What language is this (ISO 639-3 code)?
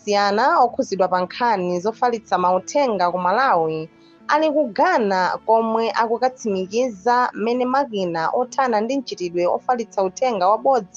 nya